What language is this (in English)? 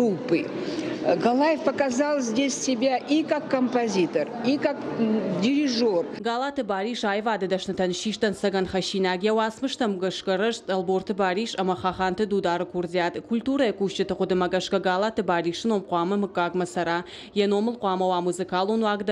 Ossetic